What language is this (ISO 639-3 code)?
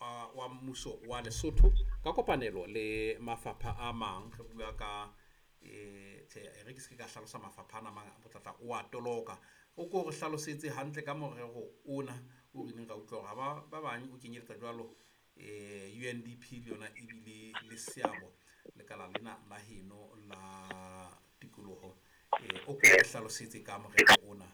sot